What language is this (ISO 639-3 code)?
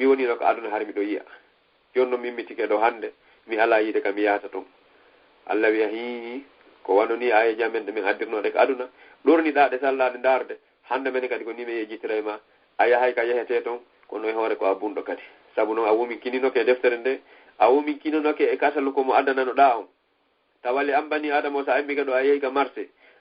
ful